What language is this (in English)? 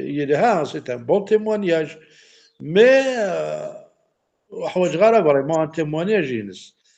Kabyle